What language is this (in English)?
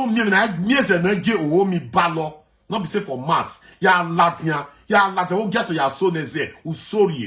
Nigerian Pidgin